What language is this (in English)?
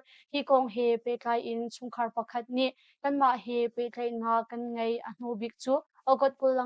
Hakha Chin